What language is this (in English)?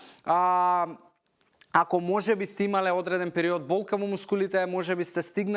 Macedonian